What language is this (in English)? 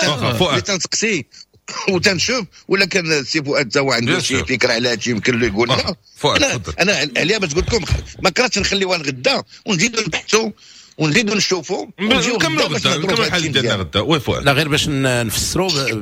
Moroccan Arabic